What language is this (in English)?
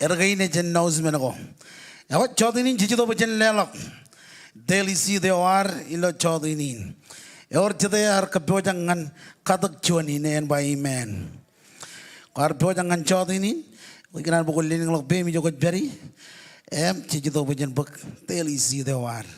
Marshallese